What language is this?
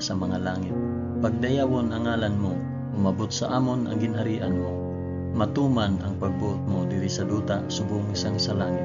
Hiligaynon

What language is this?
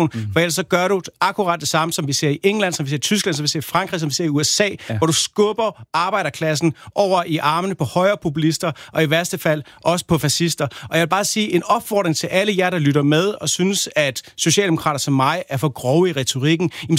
Danish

